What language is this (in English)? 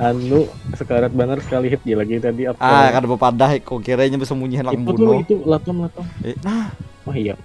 Banjar